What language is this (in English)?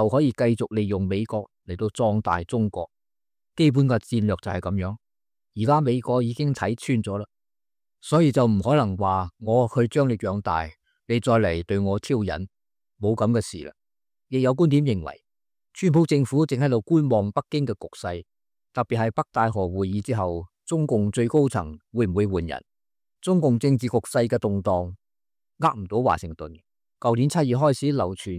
Cantonese